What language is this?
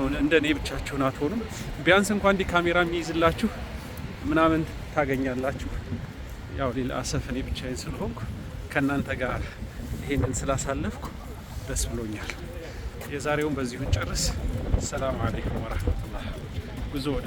Amharic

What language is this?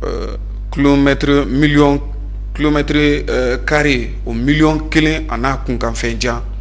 Bambara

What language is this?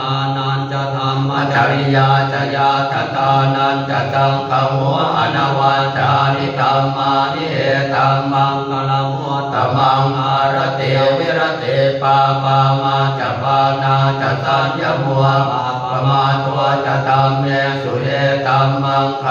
Pali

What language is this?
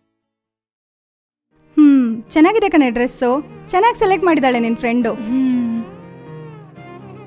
Kannada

